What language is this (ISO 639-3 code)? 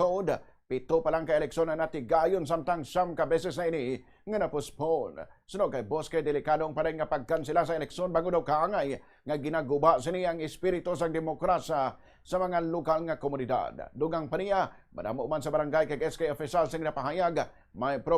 hil